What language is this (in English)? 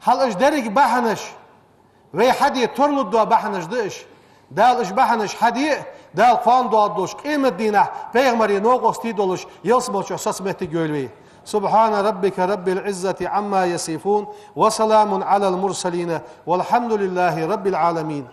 Ingush